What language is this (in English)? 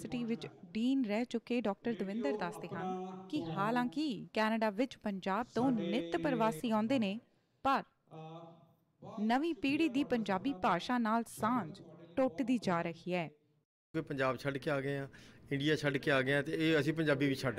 Punjabi